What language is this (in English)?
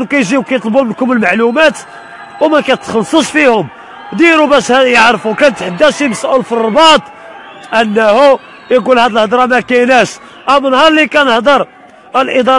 Moroccan Arabic